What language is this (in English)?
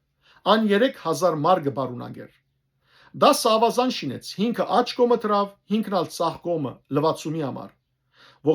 Western Armenian